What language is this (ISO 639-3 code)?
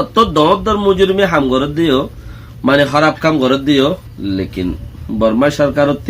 rhg